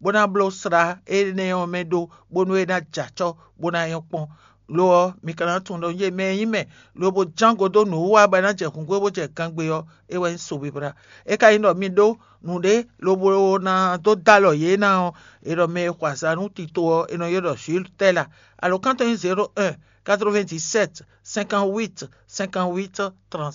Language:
Fon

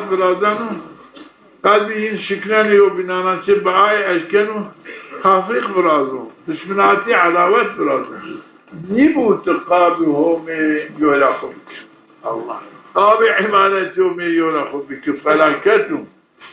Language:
Zaza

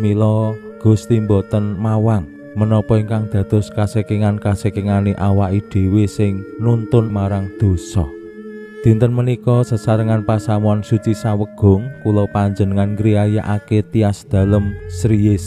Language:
Javanese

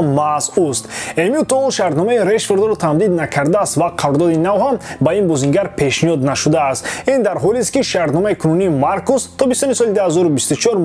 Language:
Tajik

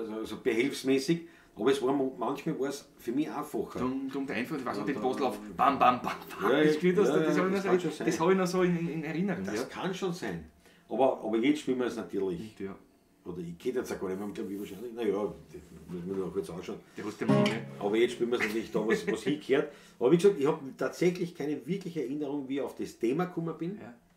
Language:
Bavarian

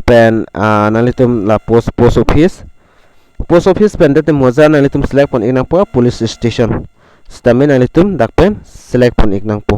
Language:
Karbi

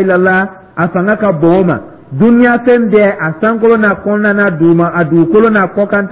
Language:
Dyula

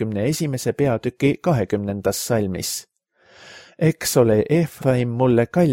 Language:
Estonian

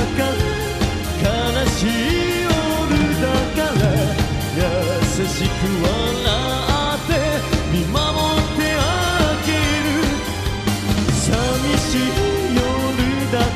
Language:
Japanese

